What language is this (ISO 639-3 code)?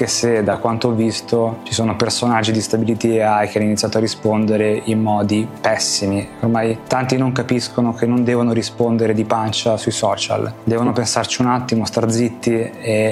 ita